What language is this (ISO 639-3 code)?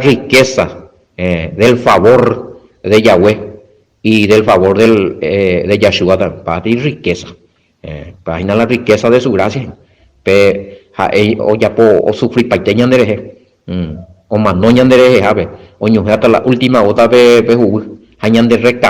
grn